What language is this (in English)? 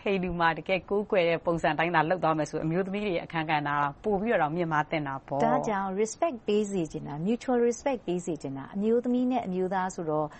Burmese